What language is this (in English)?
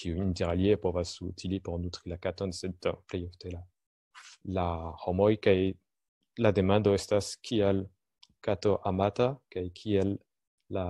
Esperanto